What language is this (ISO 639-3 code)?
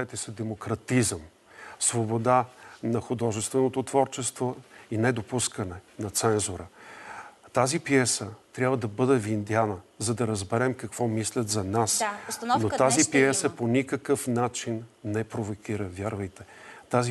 bul